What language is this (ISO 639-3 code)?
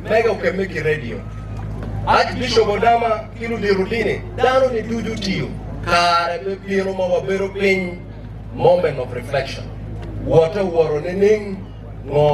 ach